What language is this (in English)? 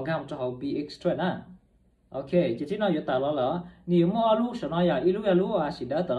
Hmong